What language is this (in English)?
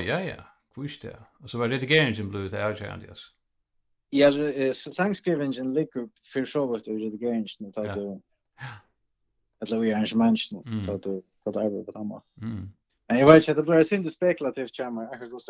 Faroese